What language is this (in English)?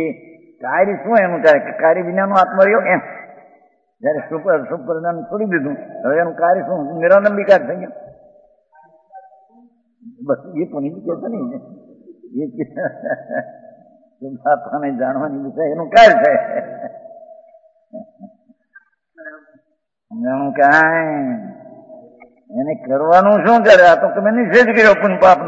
Gujarati